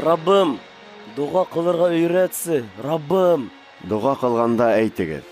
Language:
Bashkir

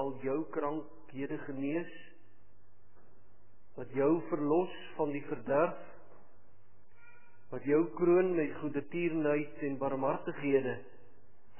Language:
Afrikaans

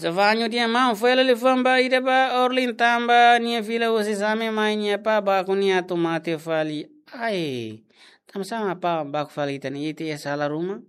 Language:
Tetum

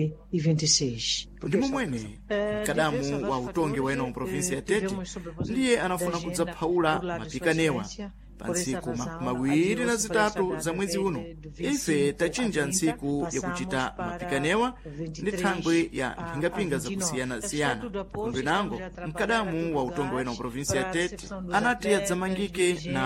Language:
Sena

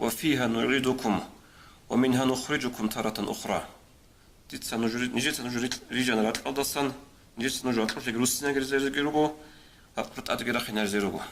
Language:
Avaric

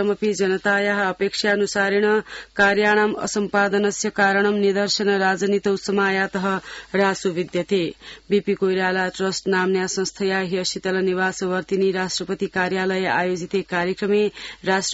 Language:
Sanskrit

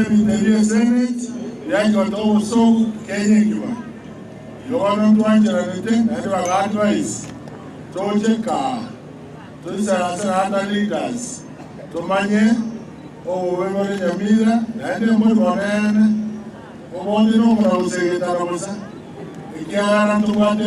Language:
Gusii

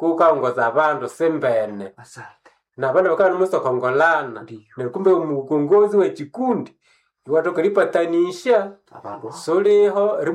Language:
Swahili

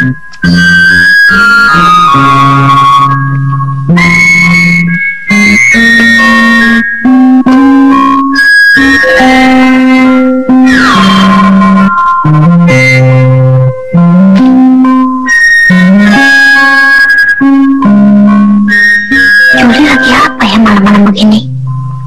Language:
Indonesian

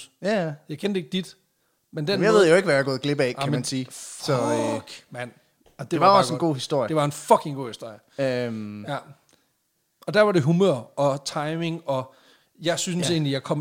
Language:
Danish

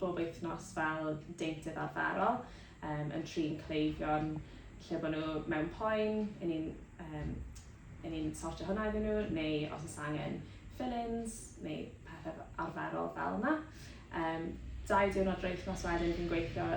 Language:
Welsh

